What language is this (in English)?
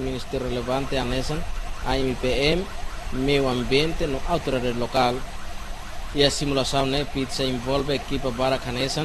Tetum